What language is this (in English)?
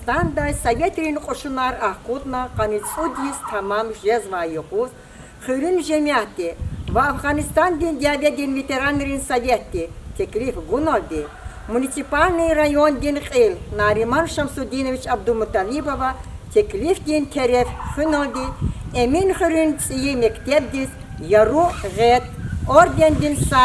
Lezghian